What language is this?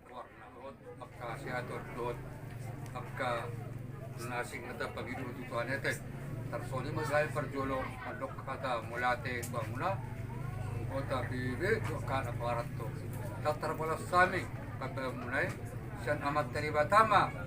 Batak Toba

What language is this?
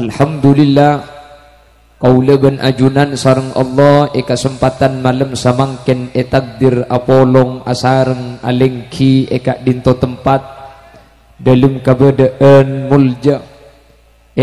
Madurese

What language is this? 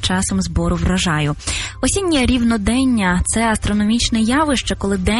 Ukrainian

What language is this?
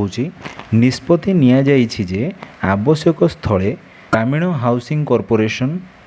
Odia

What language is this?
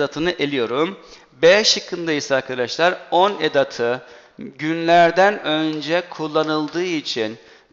Turkish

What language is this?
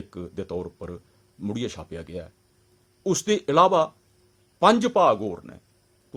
Dogri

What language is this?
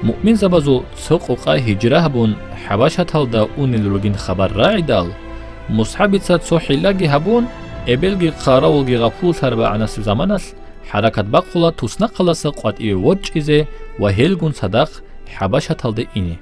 Avaric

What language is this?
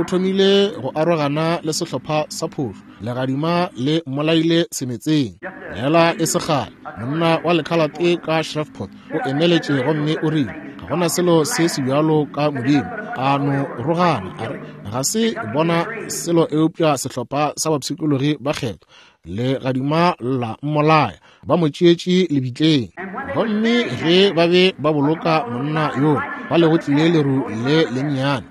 Northern Sotho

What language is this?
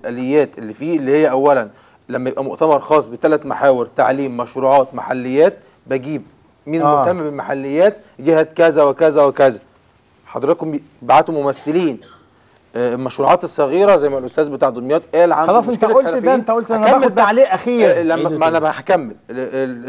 Egyptian Arabic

